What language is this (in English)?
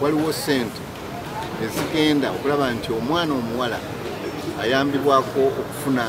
Ganda